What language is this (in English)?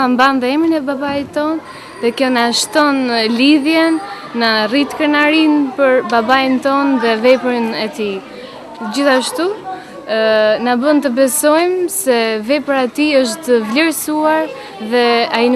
Albanian